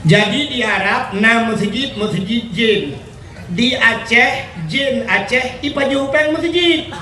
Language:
Achinese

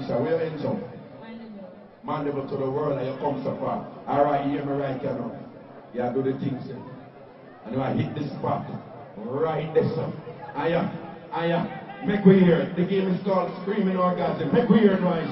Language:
Jamaican Creole English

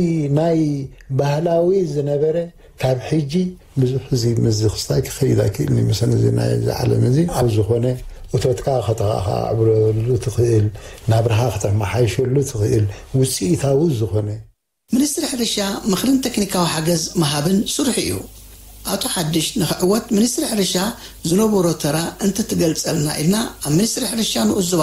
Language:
Tigrinya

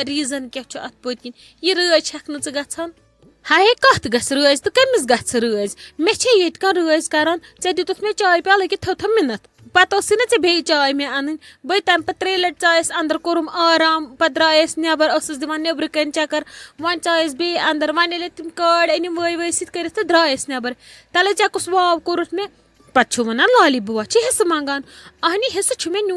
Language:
Kashmiri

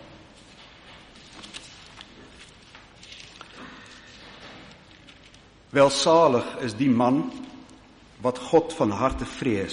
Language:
Afrikaans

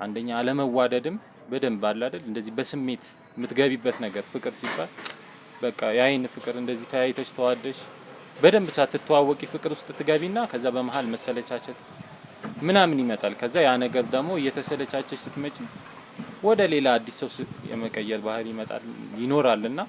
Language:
Amharic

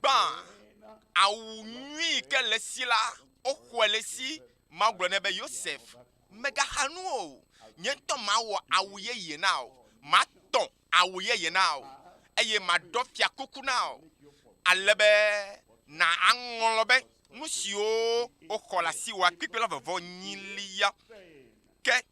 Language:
Ewe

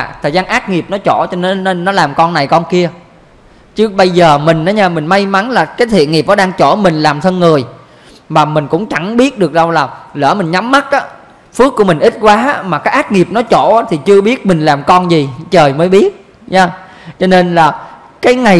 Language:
Vietnamese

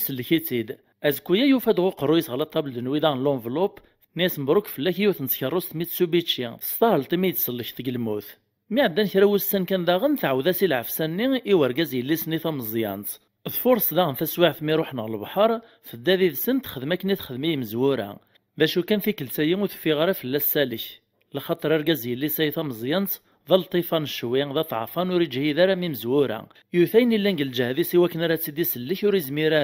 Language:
Kabyle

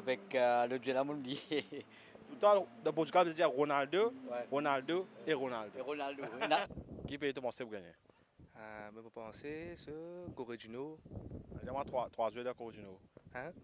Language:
Morisyen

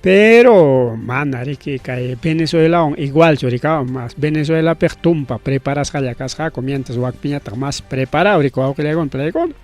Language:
Ayacucho Quechua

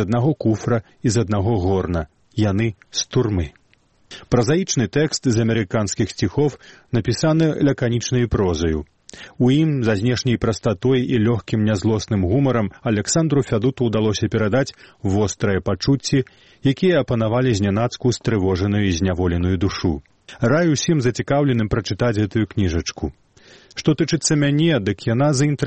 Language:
Belarusian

